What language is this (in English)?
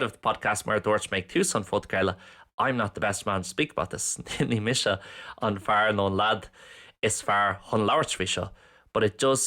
Irish